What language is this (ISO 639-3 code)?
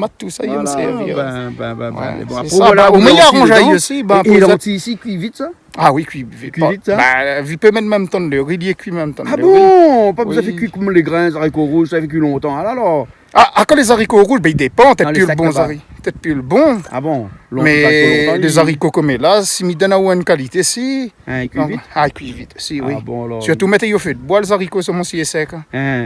rcf